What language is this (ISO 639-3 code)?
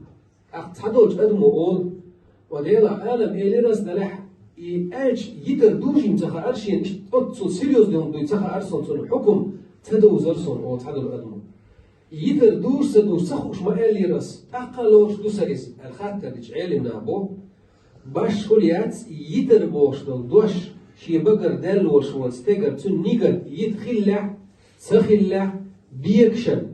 che